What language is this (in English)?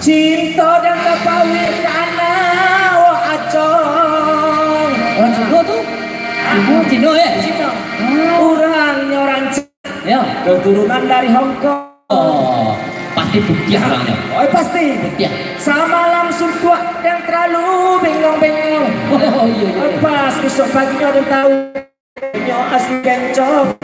Minangkabau